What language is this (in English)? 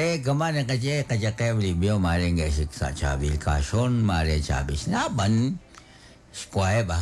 Kekchí